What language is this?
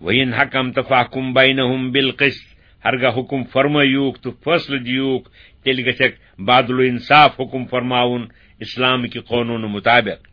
Kashmiri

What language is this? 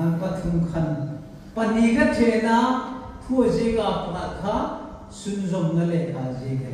Hmar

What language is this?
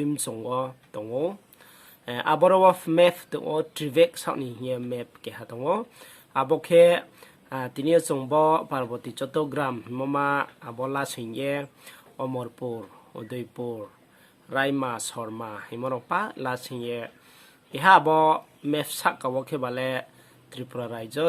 Riang (India)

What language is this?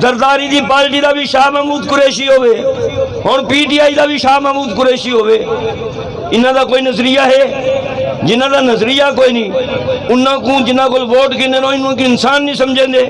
Saraiki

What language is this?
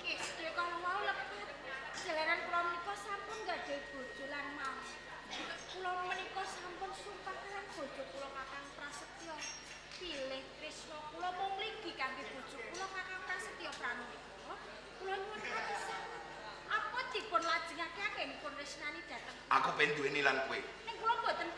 Javanese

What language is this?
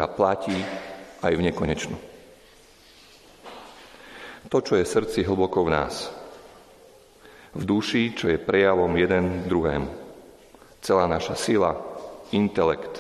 Slovak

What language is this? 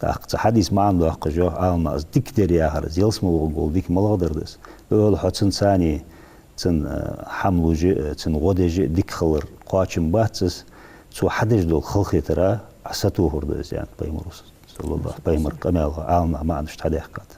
Ingush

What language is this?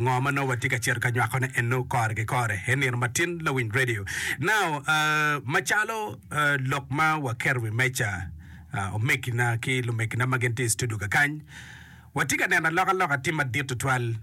Acoli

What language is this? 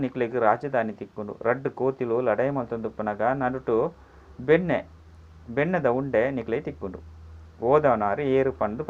Tulu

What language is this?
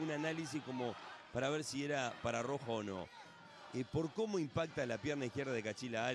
Spanish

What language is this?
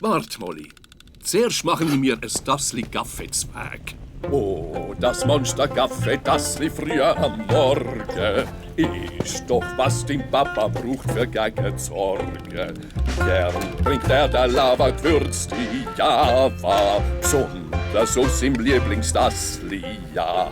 Swiss German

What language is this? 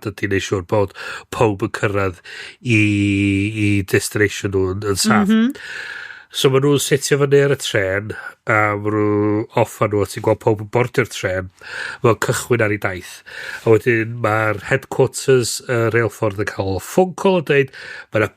Welsh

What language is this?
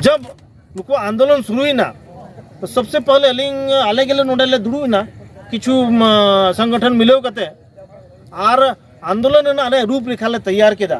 Santali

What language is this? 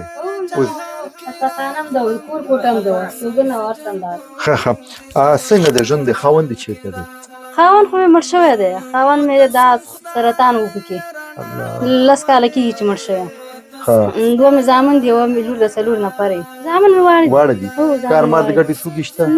Pashto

